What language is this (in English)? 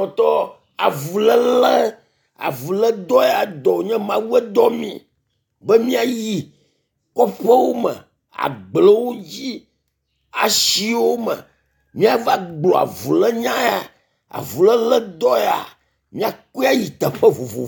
Ewe